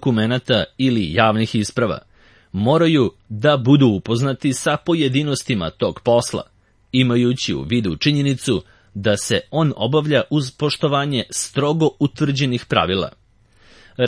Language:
Serbian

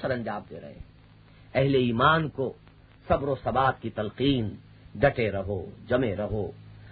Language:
Urdu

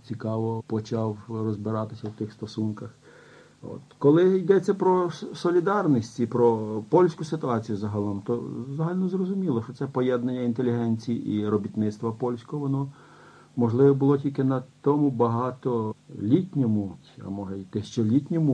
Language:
Ukrainian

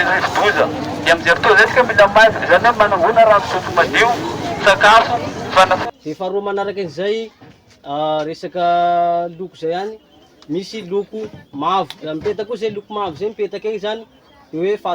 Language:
Malagasy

